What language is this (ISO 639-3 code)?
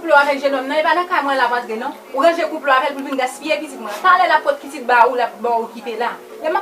hat